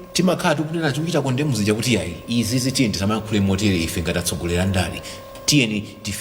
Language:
Nyanja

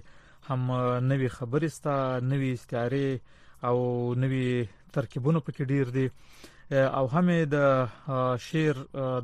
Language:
Pashto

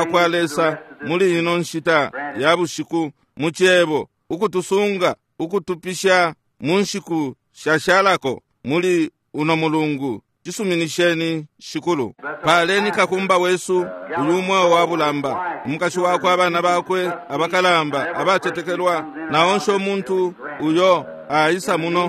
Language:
Bemba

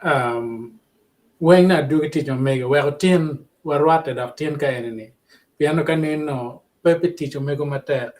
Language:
Acoli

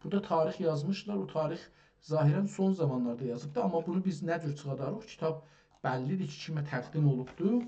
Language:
South Azerbaijani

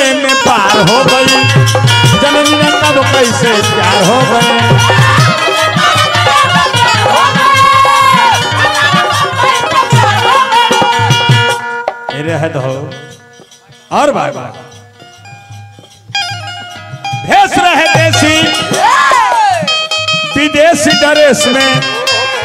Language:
Bhojpuri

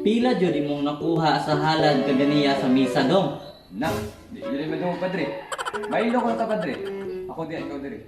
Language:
Cebuano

